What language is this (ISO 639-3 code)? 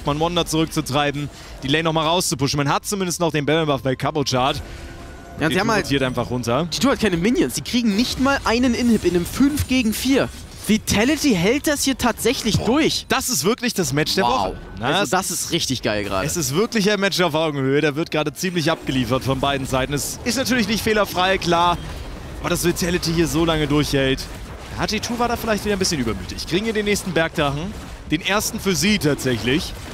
deu